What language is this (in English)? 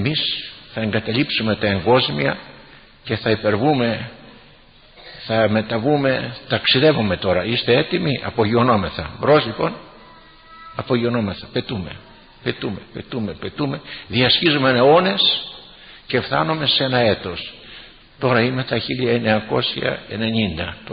Greek